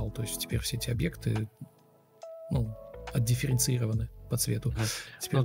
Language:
Russian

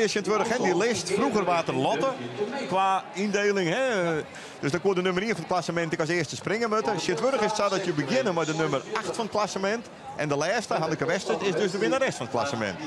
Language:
Western Frisian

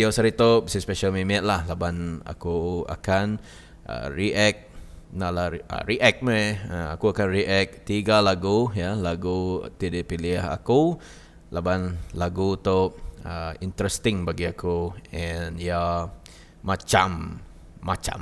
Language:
Iban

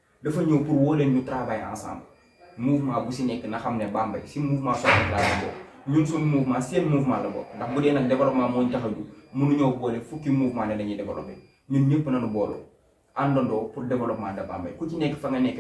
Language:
Wolof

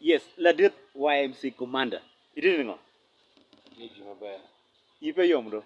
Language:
Acoli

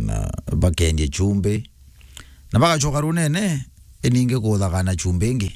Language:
Meru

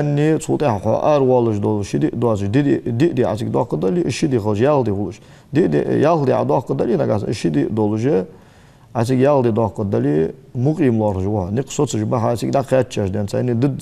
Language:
Ingush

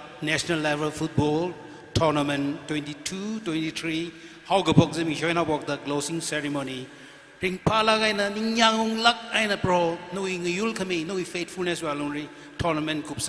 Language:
Tangkhul Naga (India)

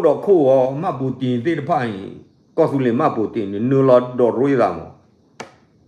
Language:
S'gaw Karen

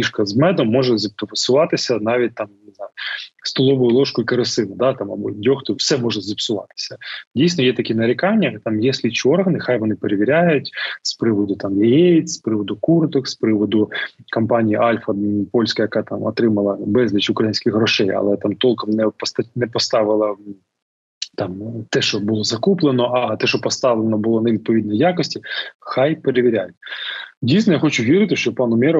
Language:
Ukrainian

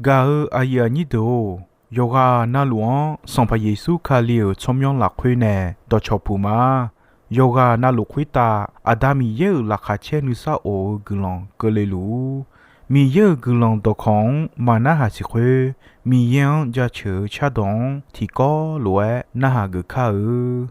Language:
Akha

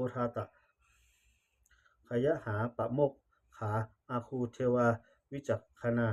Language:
Pali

